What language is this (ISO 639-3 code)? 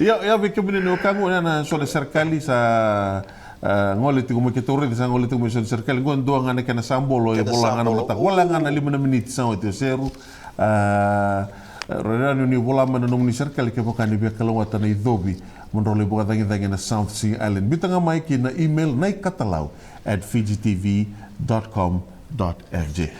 fij